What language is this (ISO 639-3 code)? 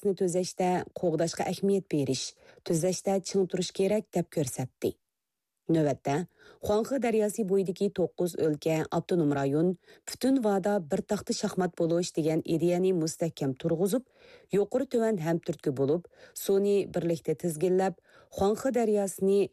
uig